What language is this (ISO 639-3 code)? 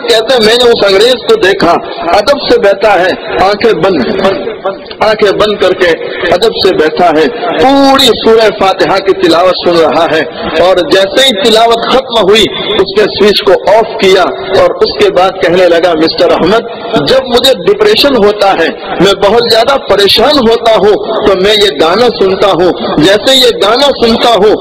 urd